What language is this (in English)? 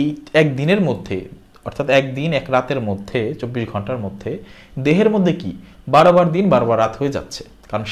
Bangla